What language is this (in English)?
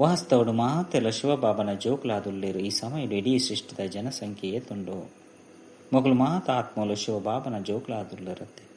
Tulu